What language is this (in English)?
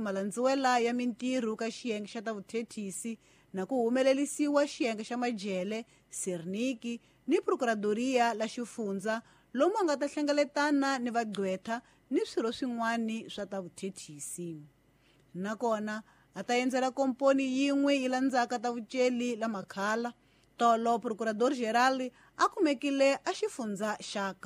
Tsonga